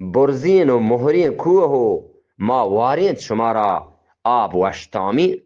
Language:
Eastern Balochi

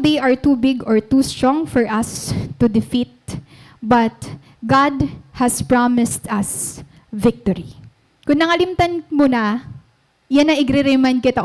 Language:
Waray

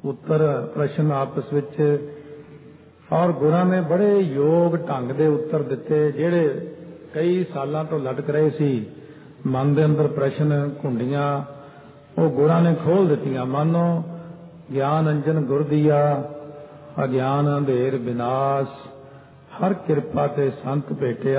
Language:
Punjabi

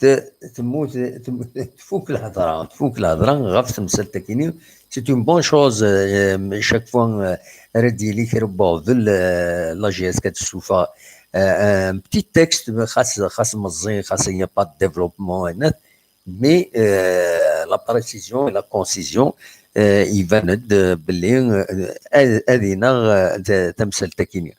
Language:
Kabyle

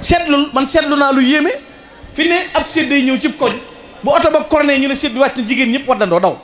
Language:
Wolof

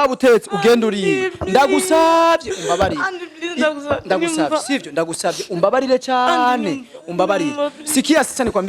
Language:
Rundi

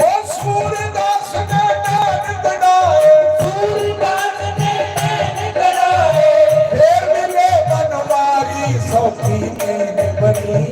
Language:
Dogri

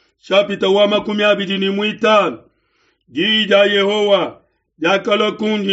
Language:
Luba-Lulua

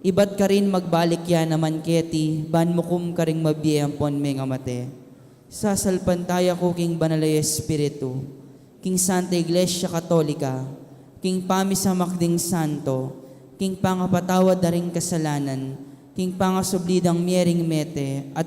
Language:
Pampanga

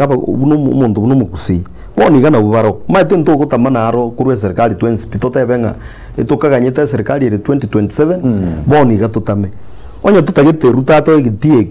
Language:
Gusii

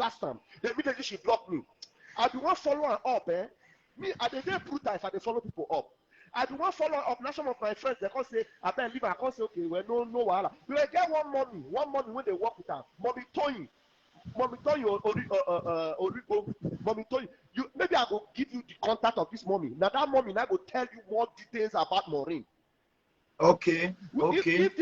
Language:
Nigerian Pidgin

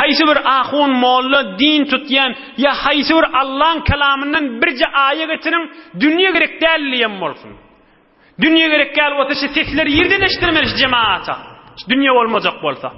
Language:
Turkmen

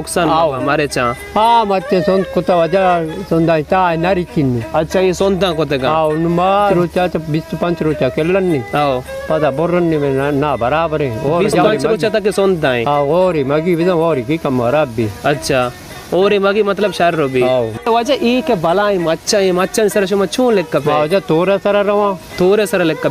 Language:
Baluchi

